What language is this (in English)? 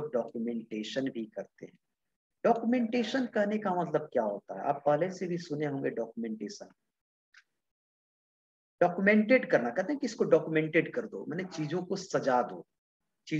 Hindi